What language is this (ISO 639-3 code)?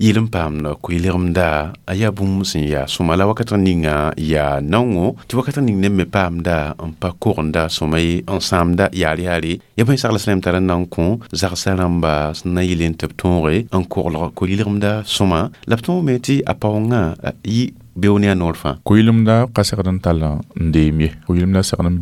mos